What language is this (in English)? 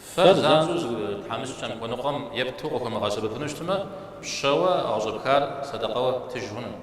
Kabardian